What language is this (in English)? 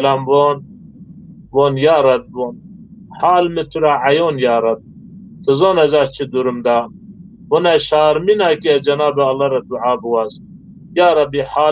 Zaza